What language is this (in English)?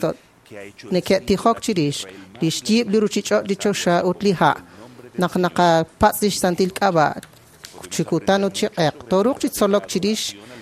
Kekchí